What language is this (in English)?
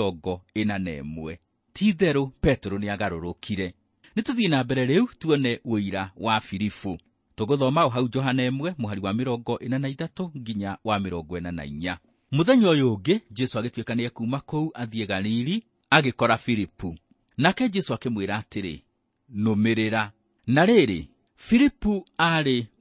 Kikuyu